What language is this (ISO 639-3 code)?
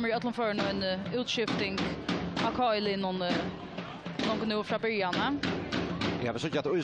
fao